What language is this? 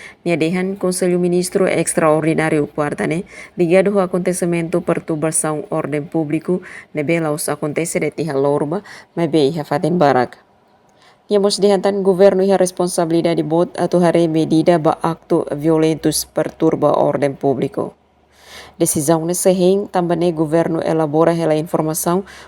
Tetum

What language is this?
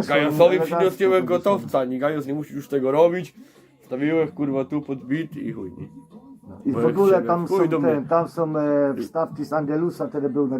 Silesian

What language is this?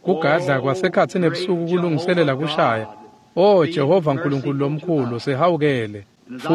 Swati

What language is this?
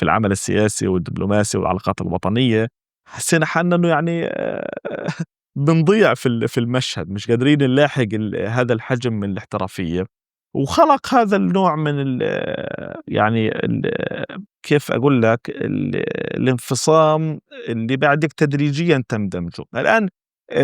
North Levantine Arabic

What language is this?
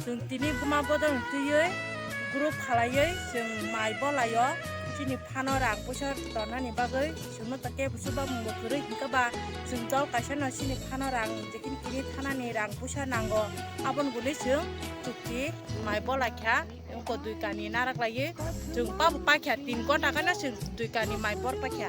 Kok Borok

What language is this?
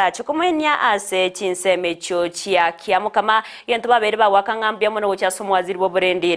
Gusii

